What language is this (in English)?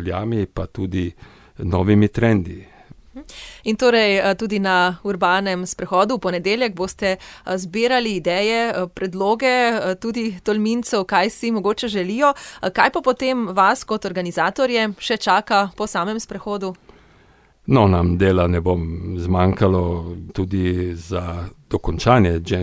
Slovenian